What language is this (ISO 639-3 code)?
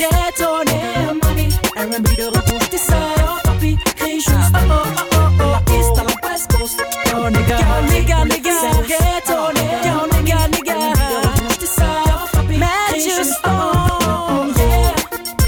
fra